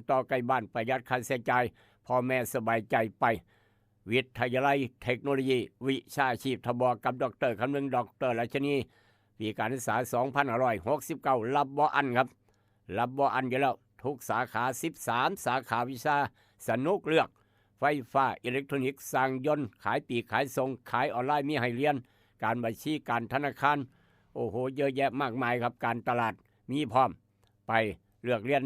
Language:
Northeastern Thai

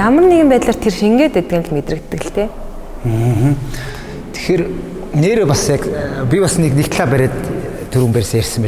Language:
Mongolian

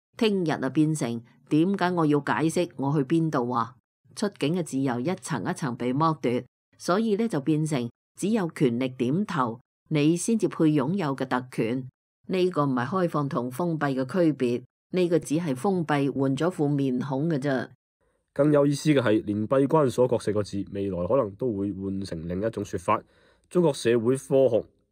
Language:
Cantonese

